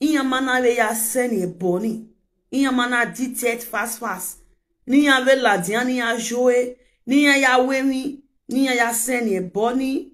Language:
Nigerian Pidgin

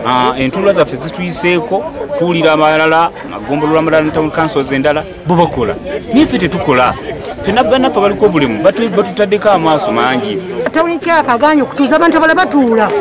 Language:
Ganda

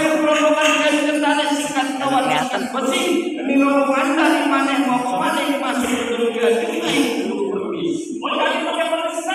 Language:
Betawi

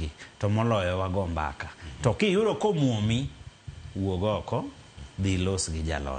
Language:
Luo (Kenya and Tanzania)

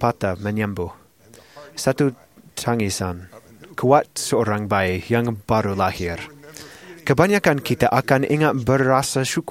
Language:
Malay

